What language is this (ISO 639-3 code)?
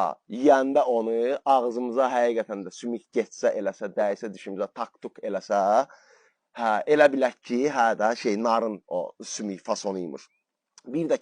aze